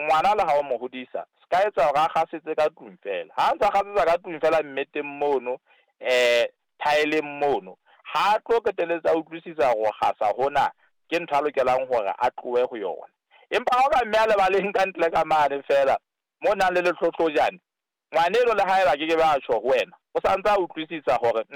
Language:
Southern Sotho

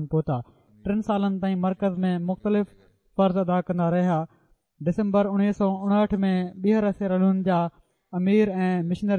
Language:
Sindhi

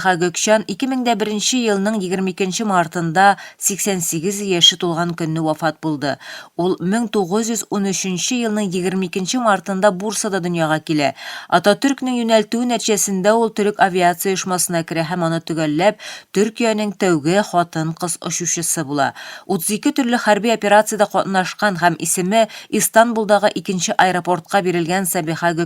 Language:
Tatar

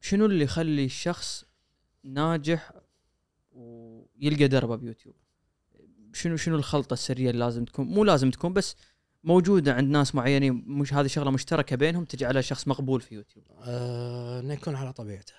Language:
Gulf Arabic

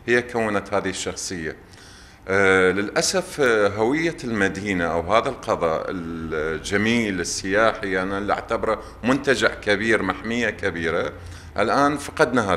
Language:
Mesopotamian Arabic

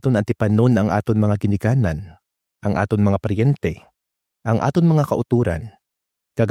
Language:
Hiligaynon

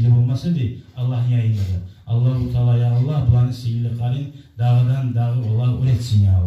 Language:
Kumyk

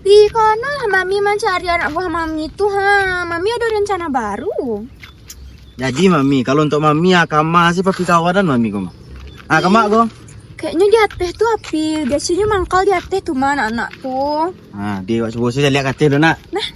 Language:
Minangkabau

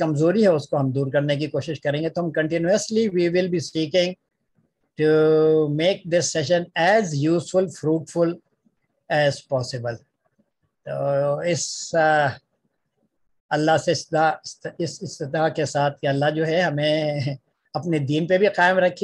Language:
Urdu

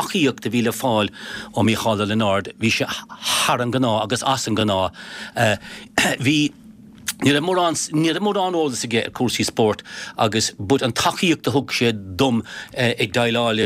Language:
Irish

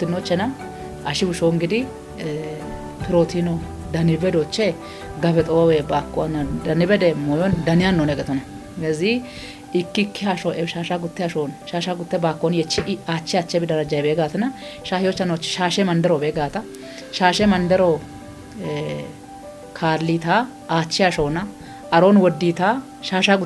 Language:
Kafa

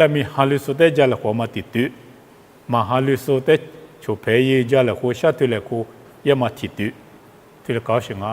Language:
Lisu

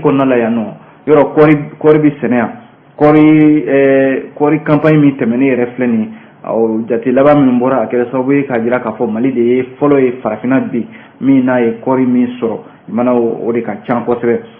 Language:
Bambara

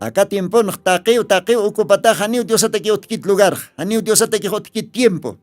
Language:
Aymara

